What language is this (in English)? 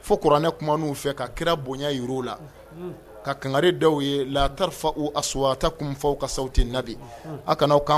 Bambara